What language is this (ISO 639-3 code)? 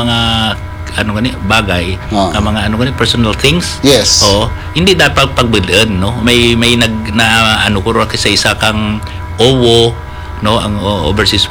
hil